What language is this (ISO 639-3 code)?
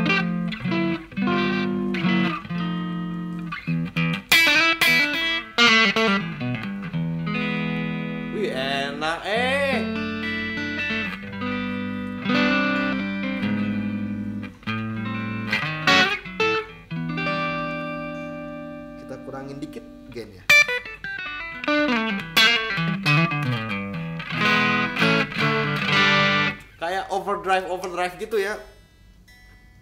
ind